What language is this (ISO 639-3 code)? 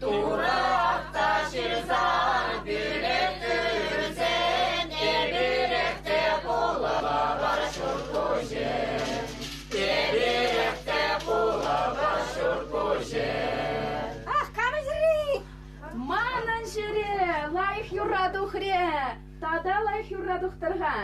chv